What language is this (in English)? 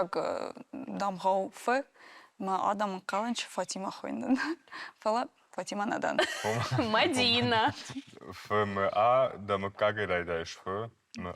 Ossetic